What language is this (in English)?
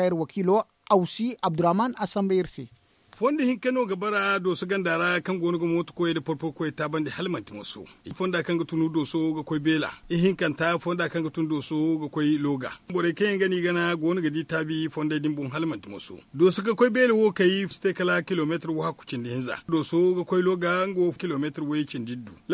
Zarma